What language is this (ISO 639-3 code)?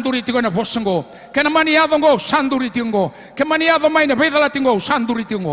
fij